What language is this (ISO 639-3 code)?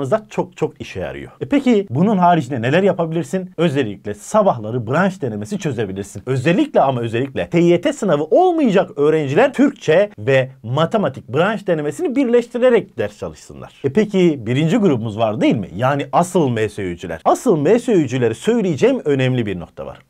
tur